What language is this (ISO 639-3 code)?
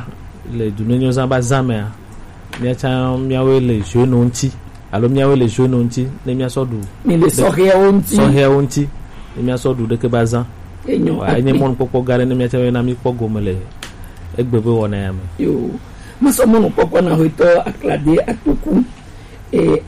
gej